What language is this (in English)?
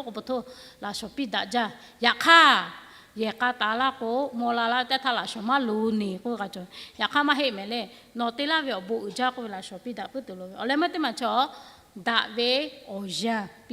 Lahu